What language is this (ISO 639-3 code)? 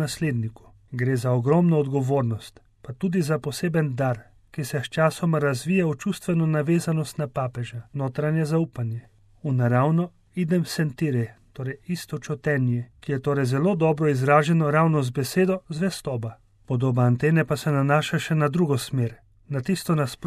slv